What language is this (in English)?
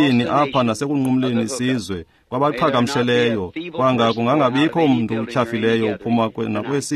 Xhosa